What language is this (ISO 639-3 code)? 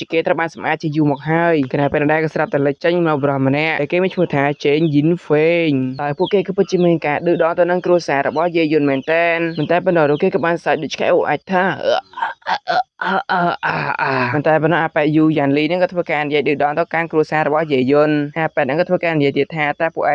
khm